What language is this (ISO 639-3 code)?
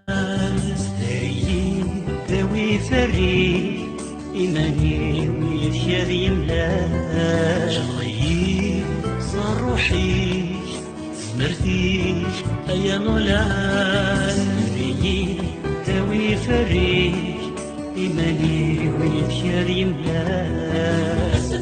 kab